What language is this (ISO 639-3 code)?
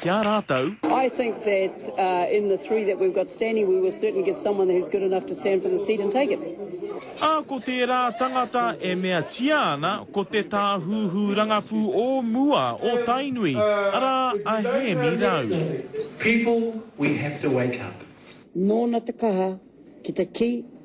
mri